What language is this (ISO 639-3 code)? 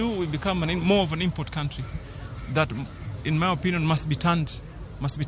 luo